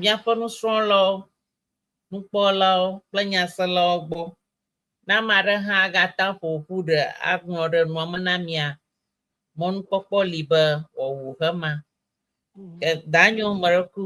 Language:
Ewe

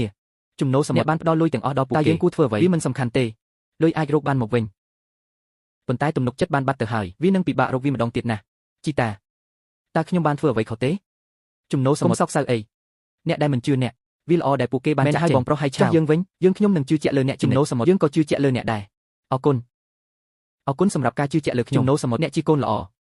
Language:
Khmer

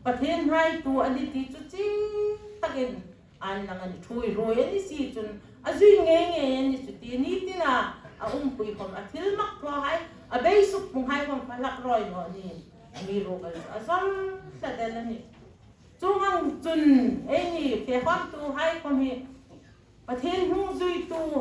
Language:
Hmar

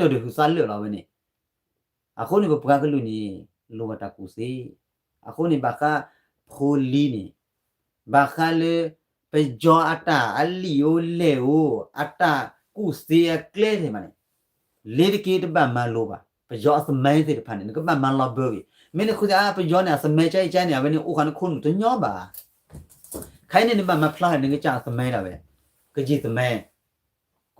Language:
S'gaw Karen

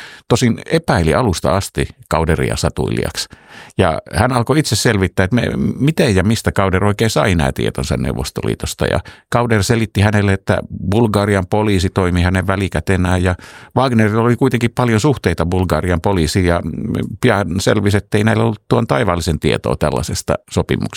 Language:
Finnish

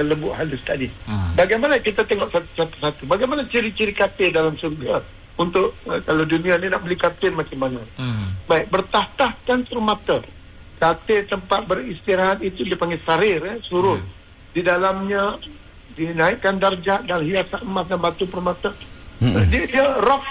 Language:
Malay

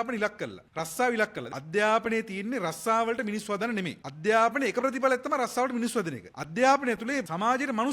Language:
Sinhala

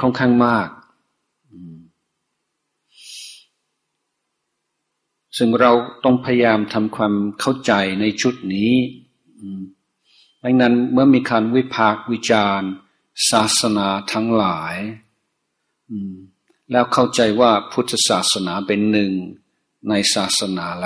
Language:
Thai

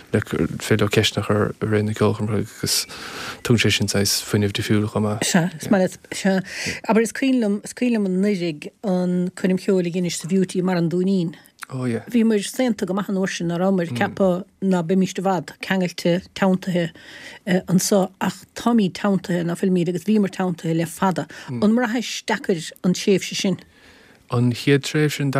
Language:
Irish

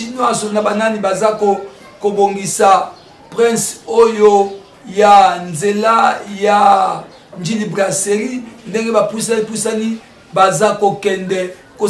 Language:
Lingala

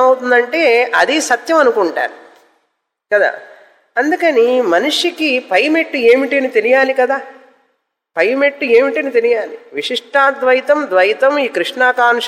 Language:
Telugu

